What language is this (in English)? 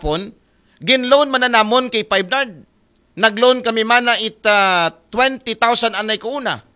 Aklanon